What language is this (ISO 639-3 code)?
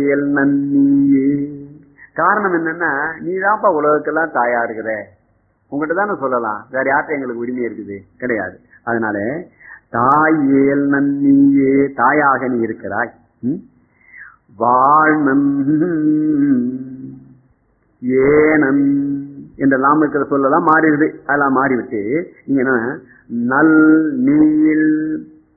tam